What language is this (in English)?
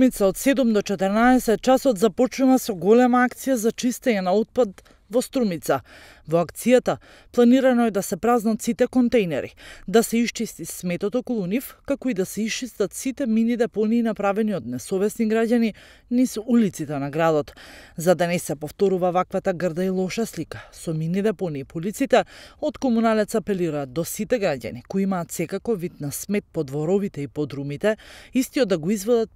Macedonian